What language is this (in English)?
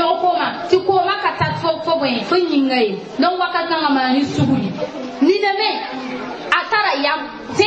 Mossi